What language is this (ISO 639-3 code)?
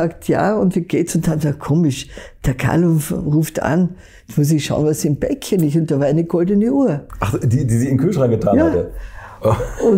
deu